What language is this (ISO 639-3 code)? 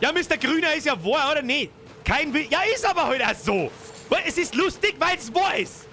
bar